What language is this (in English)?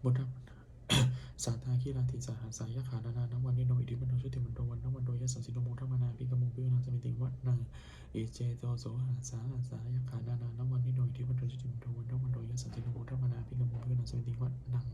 Pali